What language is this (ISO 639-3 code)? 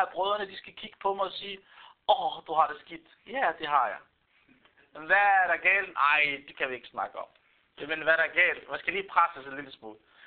dan